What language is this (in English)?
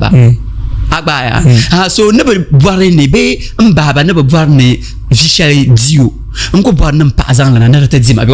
Dagbani